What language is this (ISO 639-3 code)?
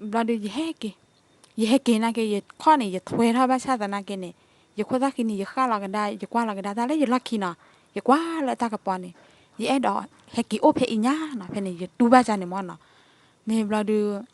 ksw